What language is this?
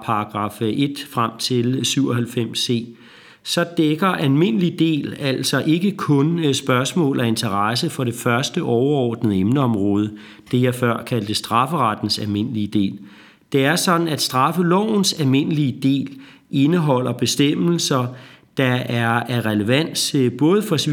Danish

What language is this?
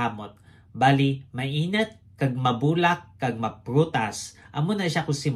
Hiligaynon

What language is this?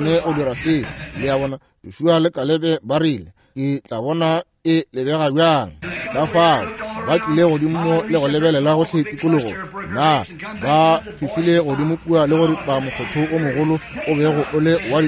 Northern Sotho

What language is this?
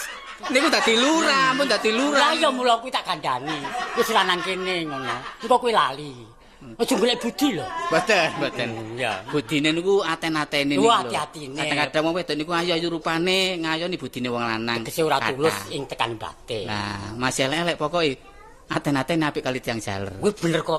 Javanese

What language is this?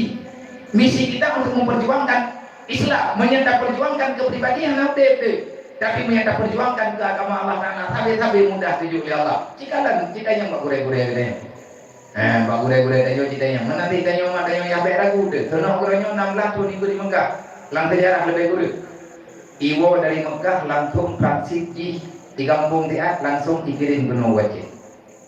Achinese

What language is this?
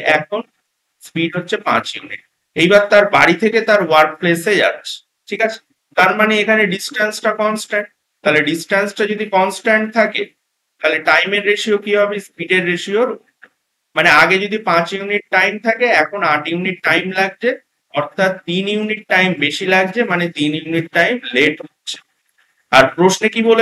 Bangla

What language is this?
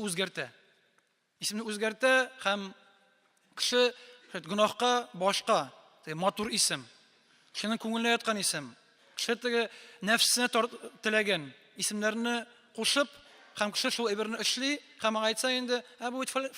Tatar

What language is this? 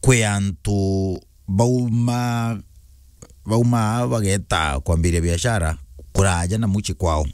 Meru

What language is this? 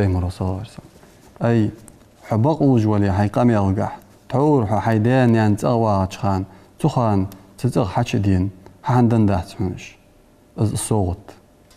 Ingush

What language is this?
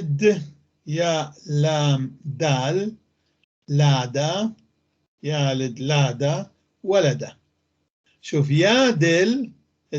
North Levantine Arabic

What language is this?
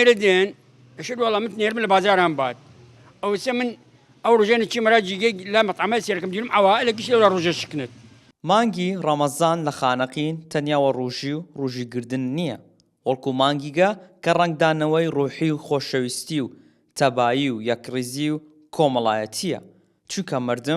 Southern Kurdish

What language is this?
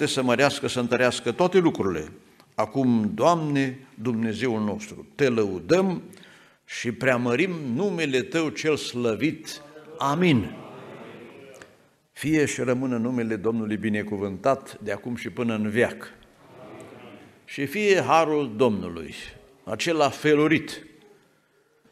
Romanian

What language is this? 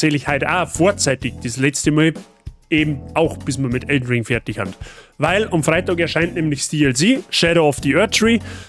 Bavarian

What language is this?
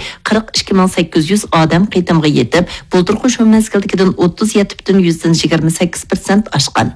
Uyghur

